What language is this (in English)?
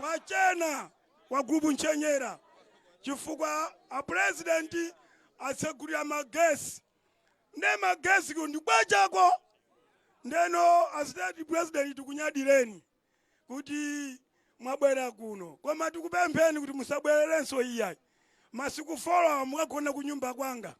Nyanja